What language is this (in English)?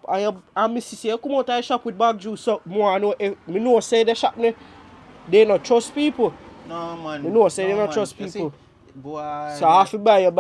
Jamaican Creole English